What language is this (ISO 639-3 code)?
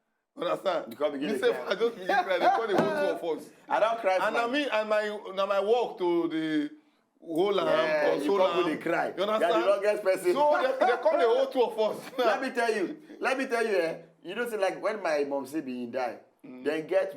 pcm